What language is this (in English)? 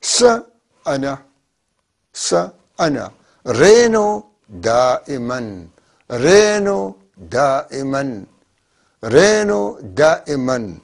North Levantine Arabic